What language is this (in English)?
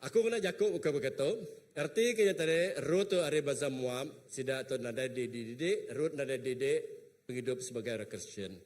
Iban